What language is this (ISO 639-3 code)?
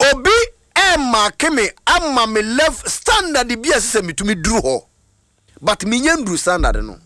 aka